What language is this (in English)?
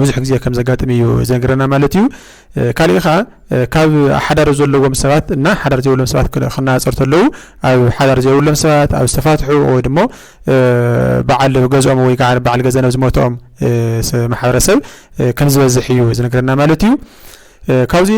Tigrinya